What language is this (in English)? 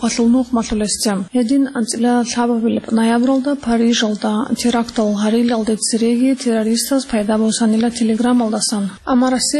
Avaric